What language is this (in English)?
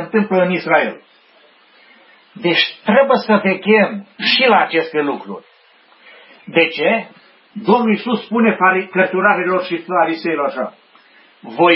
Romanian